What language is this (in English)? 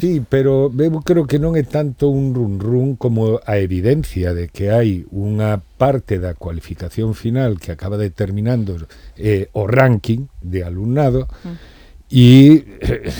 Galician